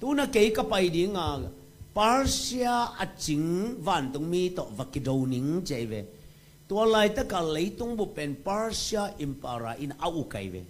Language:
Tedim Chin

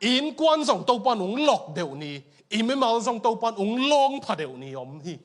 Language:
Tedim Chin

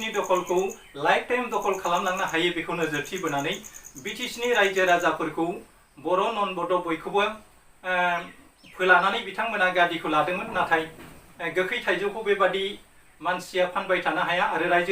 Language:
Bodo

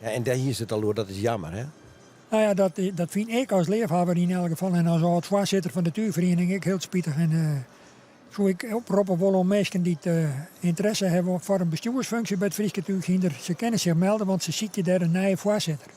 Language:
Western Frisian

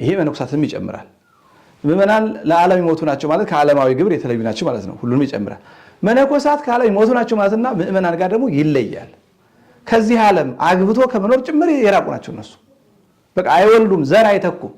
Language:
Amharic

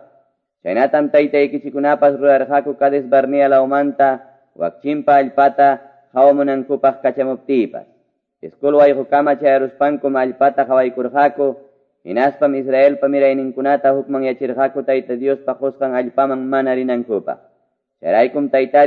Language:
Quechua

